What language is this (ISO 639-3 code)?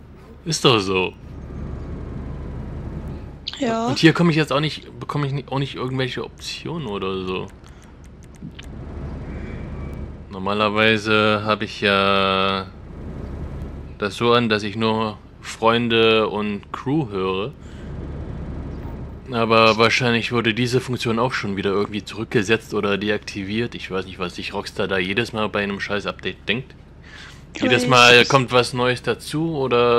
deu